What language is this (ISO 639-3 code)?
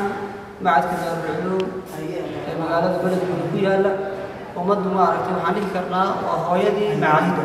som